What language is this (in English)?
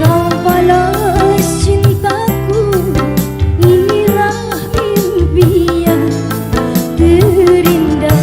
Betawi